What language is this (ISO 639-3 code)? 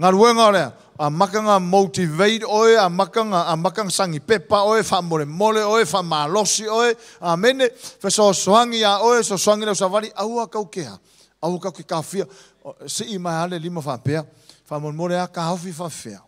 smo